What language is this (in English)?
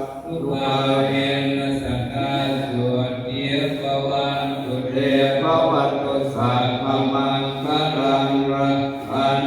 Pali